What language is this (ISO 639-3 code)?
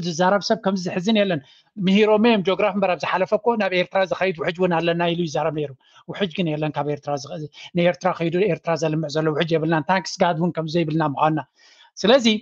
tir